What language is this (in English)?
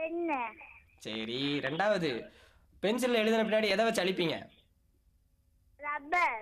Tamil